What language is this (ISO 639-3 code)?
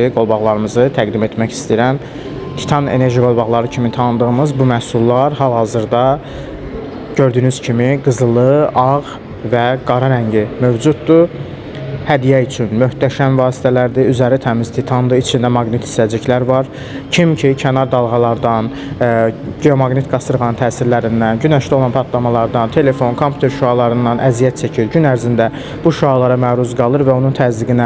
aze